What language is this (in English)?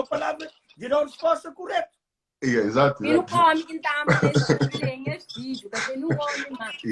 Kabuverdianu